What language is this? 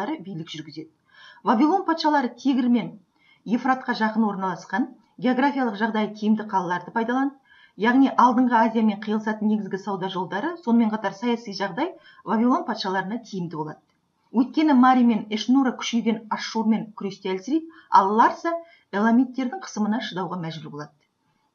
Kazakh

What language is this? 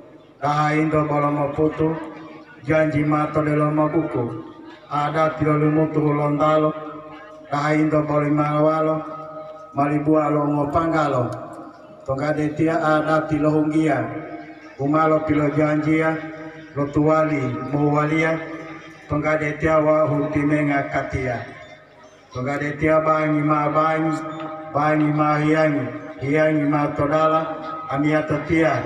Gorontalo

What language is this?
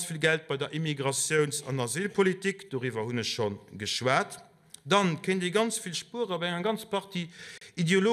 Luxembourgish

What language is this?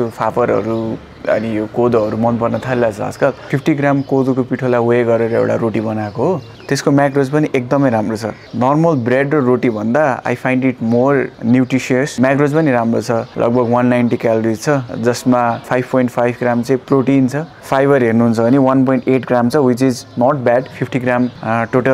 Nepali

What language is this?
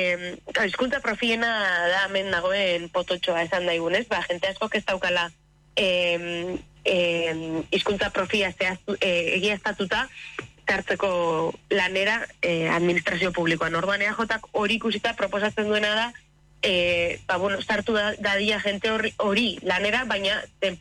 Basque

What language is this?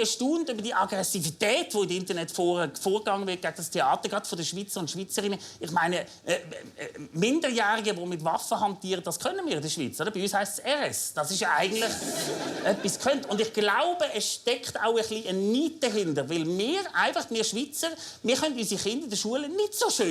Swiss German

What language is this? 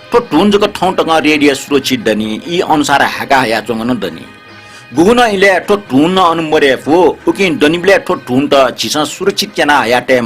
Newari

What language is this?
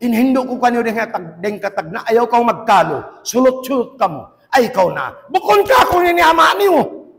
Tausug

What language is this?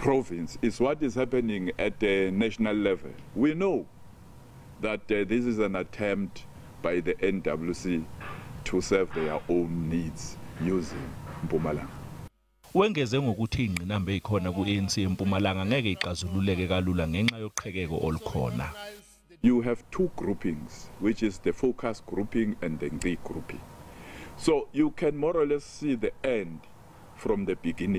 Zulu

